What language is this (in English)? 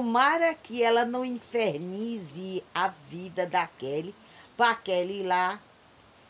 Portuguese